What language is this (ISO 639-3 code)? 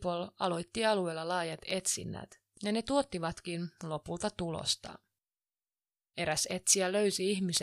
fin